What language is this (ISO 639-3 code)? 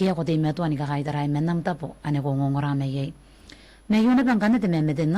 gil